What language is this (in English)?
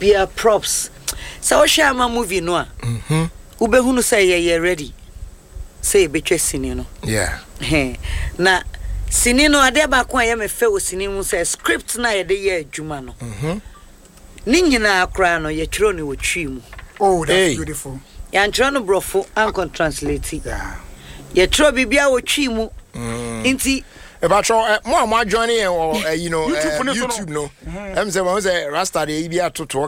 Akan